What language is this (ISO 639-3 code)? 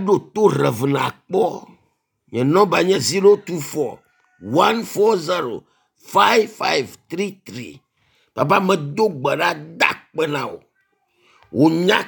ewe